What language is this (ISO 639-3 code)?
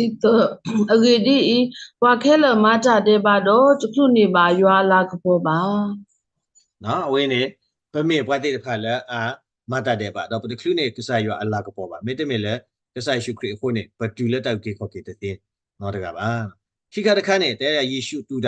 ksw